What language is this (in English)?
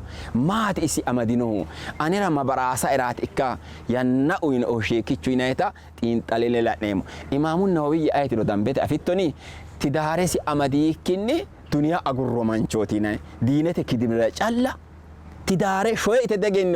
Sidamo